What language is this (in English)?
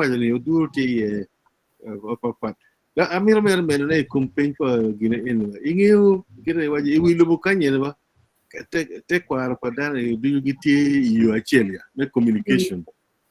Acoli